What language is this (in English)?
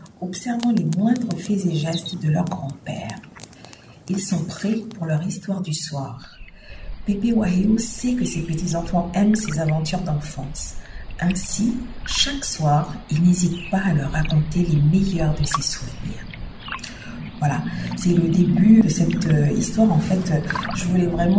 French